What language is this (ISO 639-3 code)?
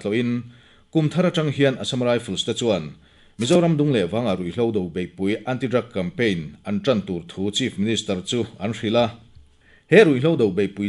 lus